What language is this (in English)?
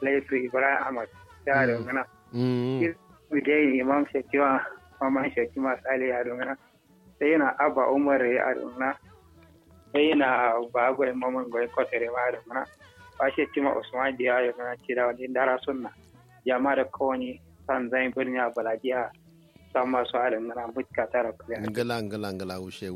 Kanuri